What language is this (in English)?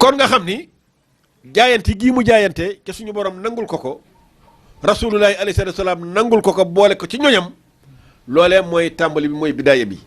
Wolof